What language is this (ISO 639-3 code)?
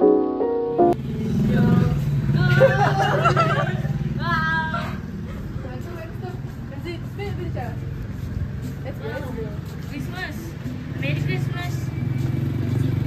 msa